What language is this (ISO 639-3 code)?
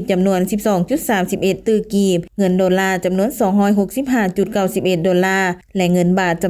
lao